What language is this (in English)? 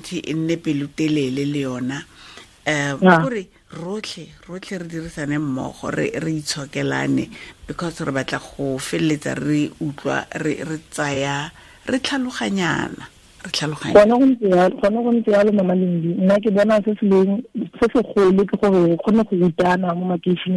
Tswana